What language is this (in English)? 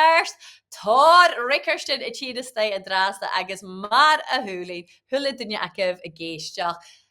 Scottish Gaelic